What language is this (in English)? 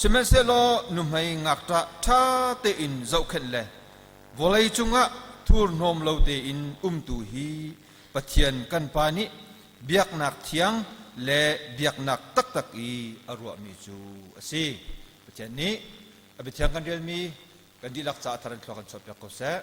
Hakha Chin